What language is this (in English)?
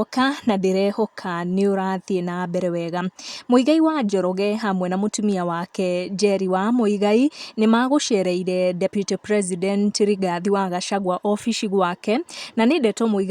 Kikuyu